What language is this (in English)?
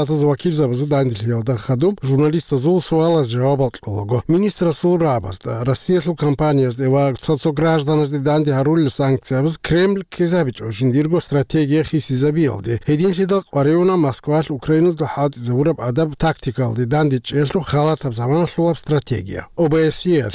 Avaric